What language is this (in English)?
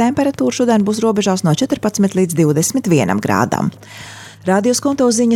Latvian